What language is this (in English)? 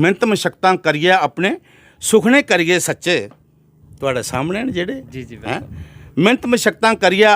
Dogri